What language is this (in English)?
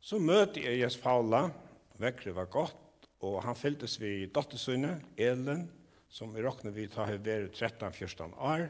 Faroese